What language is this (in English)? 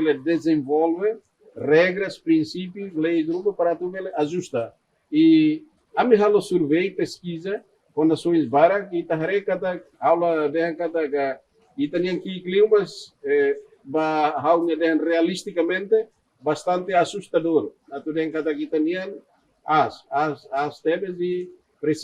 Tetum